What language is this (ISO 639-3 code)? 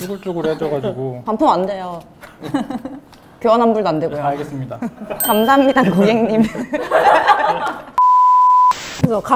kor